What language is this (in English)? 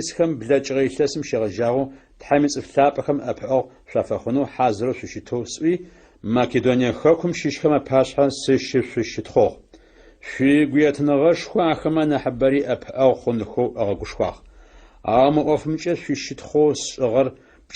Adyghe